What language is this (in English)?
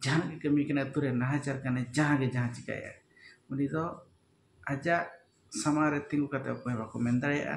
Santali